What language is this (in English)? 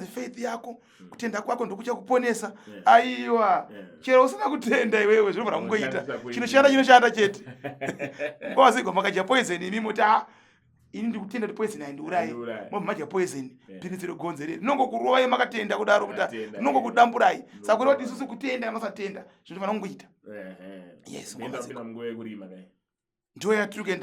Shona